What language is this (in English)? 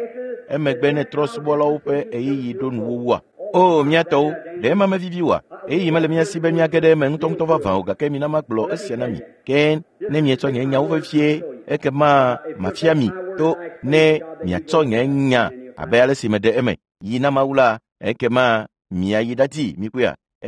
Ewe